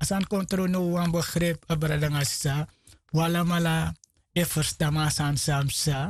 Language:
Sranan Tongo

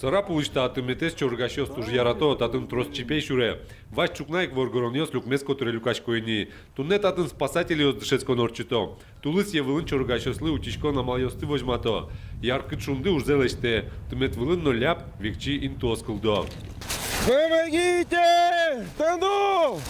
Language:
Udmurt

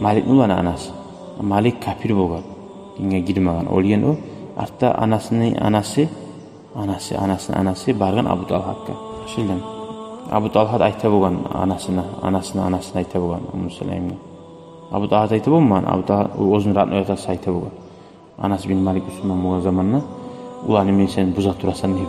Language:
Kumyk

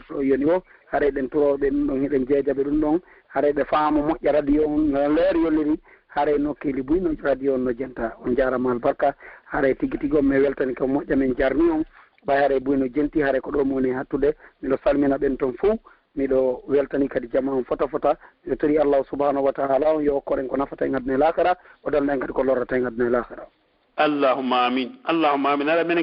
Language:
Pular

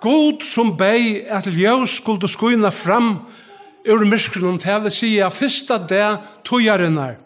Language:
Faroese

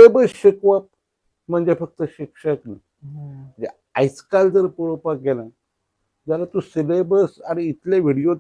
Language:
Konkani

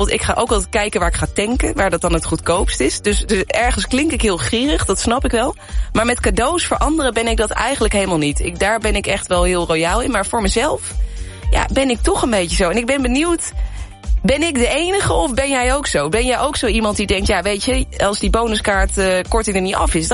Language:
Dutch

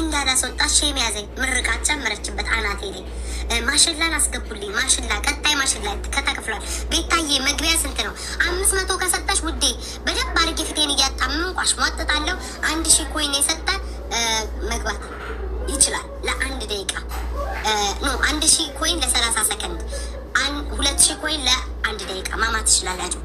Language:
Amharic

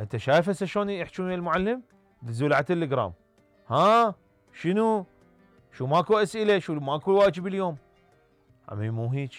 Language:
Mesopotamian Arabic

